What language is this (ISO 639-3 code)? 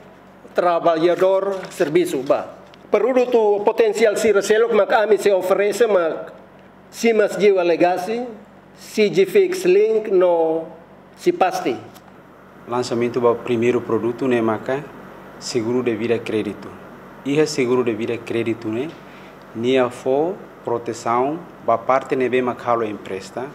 tet